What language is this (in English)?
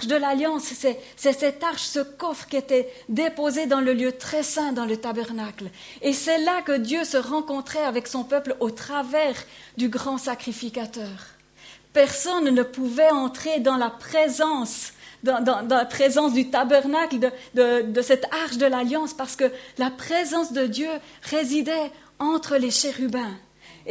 French